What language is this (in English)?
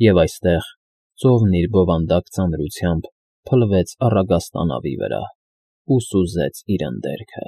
Armenian